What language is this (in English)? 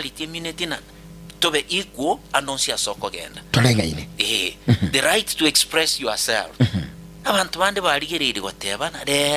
Gusii